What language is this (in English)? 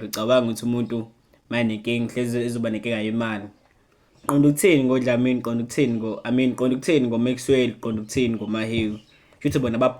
Zulu